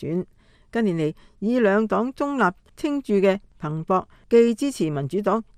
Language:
Cantonese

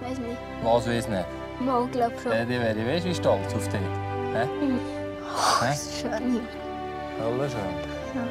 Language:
Swiss German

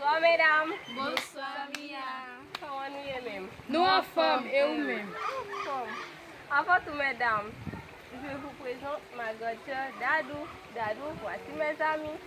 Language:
Haitian Creole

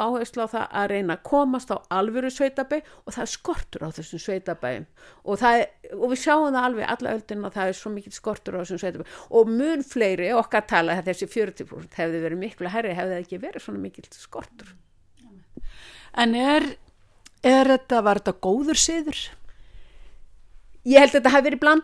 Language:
Icelandic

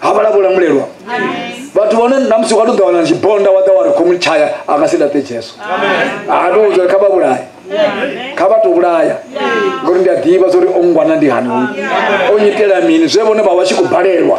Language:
Venda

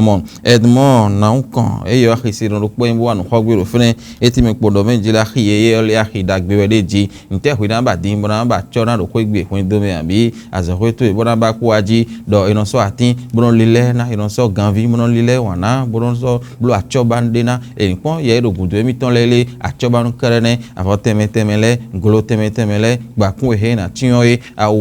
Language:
Fon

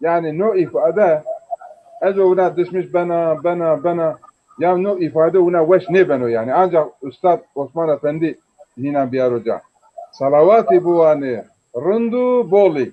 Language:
Zaza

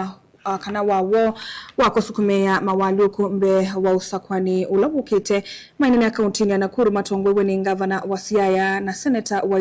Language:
Kamba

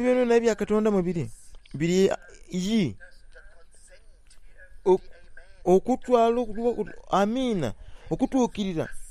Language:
Soga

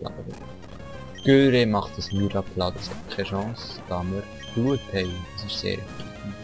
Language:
Swiss German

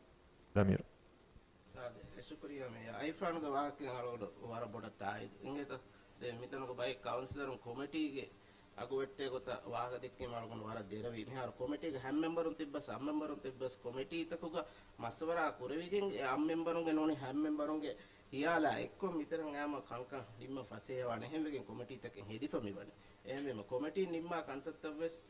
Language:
Divehi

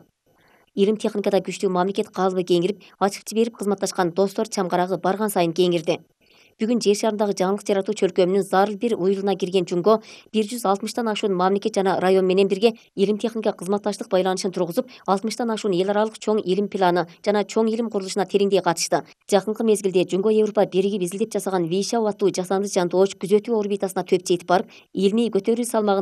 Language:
Kyrgyz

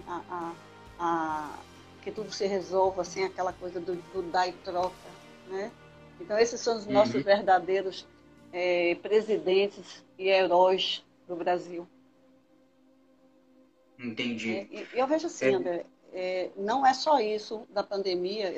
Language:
Portuguese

